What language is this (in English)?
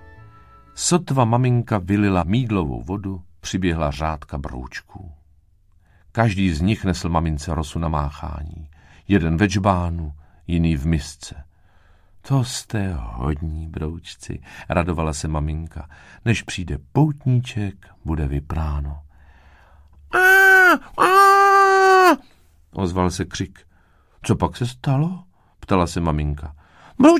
Czech